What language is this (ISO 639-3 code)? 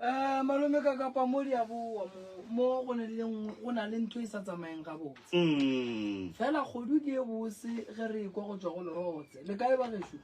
nso